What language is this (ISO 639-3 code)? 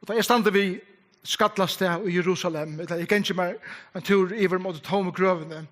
fao